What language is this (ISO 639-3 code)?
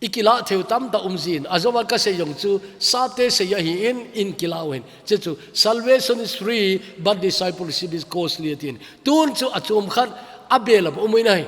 tcz